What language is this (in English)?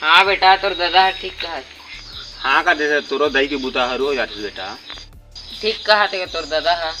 Chhattisgarhi